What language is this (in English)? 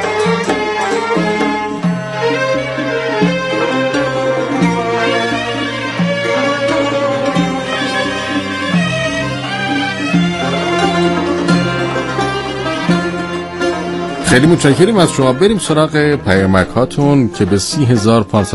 Persian